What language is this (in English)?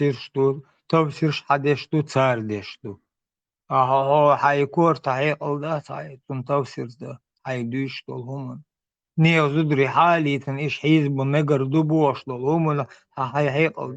Chechen